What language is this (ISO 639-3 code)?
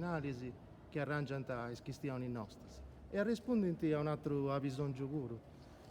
srd